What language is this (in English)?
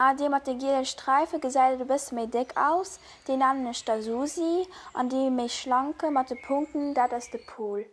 Luxembourgish